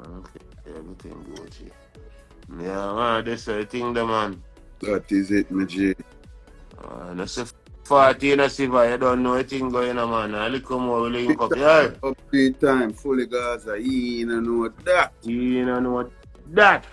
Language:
Jamaican Creole English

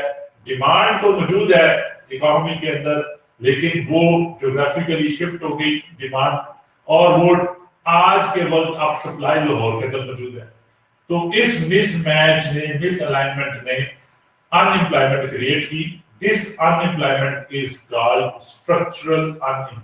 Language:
Urdu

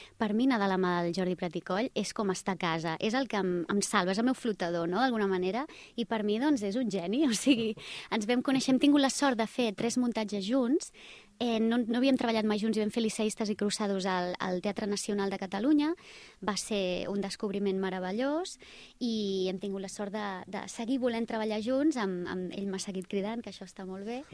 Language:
Catalan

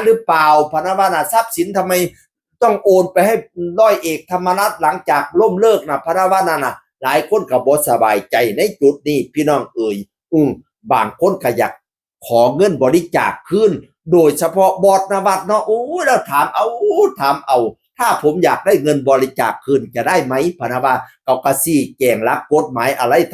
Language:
Northeastern Thai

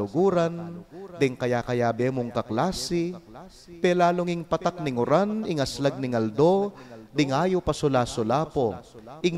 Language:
Pampanga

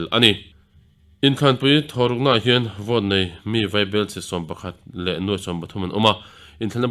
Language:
Mizo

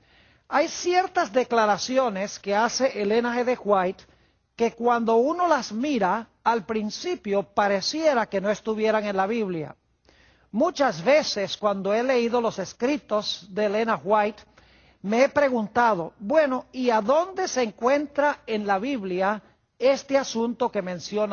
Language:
Spanish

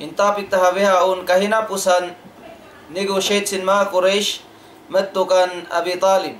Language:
Tausug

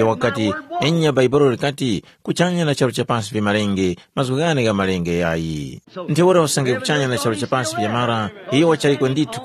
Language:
Tumbuka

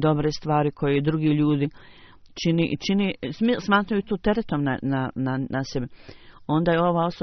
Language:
Bosnian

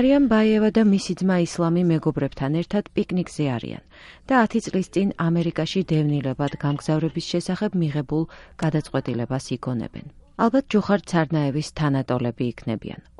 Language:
Georgian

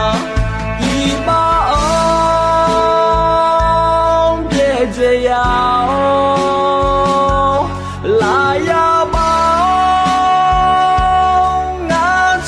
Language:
Akha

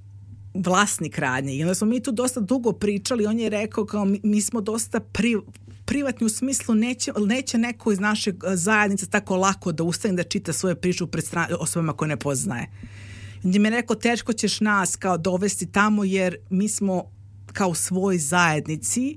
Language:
Serbian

